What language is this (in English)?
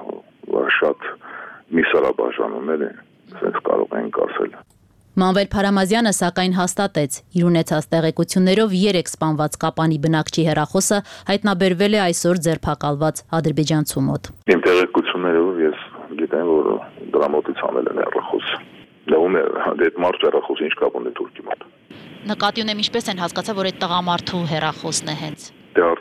Armenian